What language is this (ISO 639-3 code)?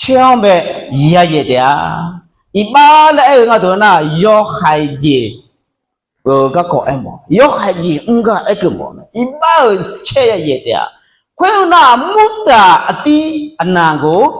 ahk